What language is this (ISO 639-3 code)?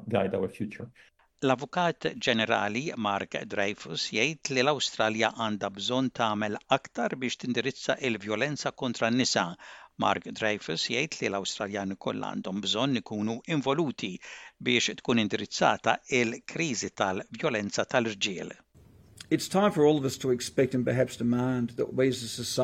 mlt